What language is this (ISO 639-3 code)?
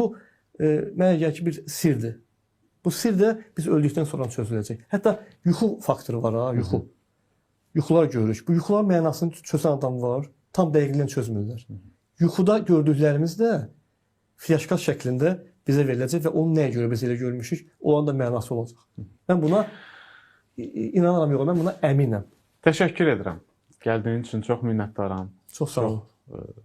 aze